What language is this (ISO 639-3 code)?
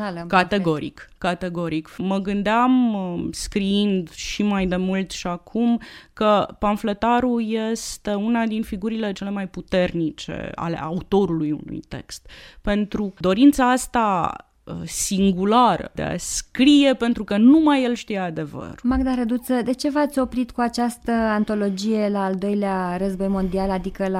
ron